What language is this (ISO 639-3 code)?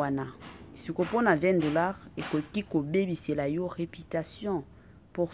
lin